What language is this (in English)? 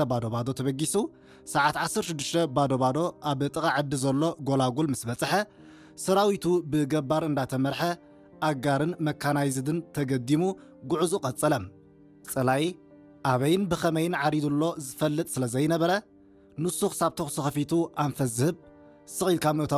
Tigrinya